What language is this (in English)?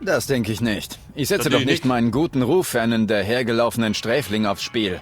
Bavarian